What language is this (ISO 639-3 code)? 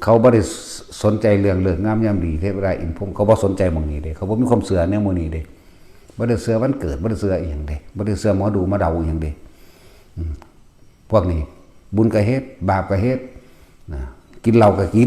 tts